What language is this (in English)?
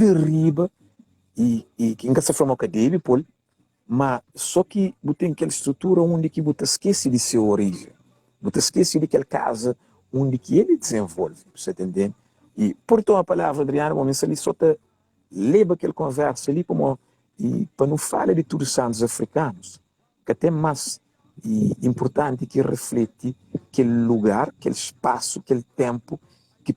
Kabuverdianu